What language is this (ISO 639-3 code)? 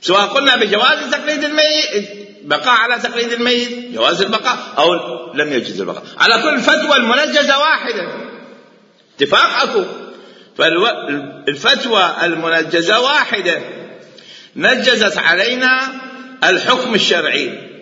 acm